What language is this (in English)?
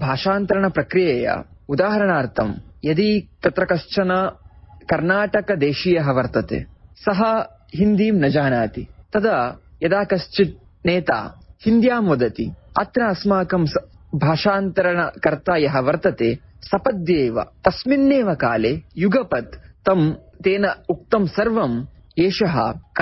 Sanskrit